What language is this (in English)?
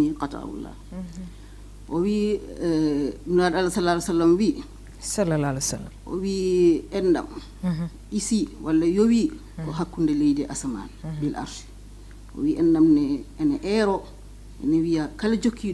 Fula